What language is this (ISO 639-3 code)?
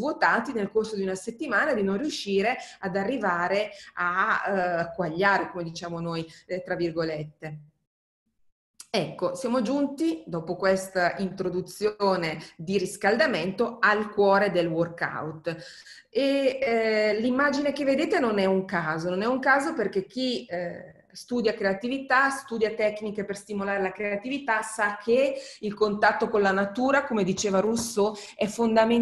ita